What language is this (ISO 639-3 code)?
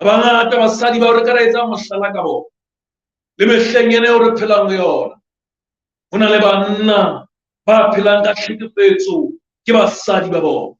sot